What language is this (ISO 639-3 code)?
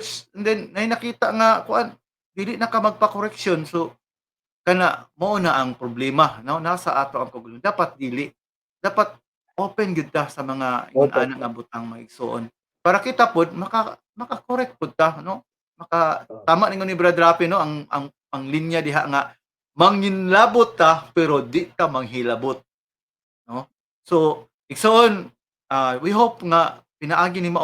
ceb